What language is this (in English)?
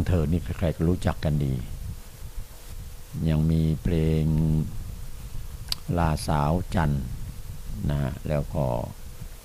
Thai